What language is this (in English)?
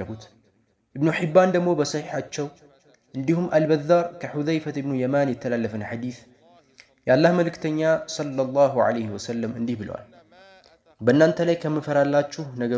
Amharic